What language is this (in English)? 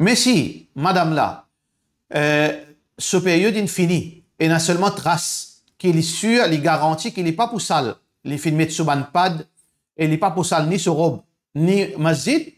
Morisyen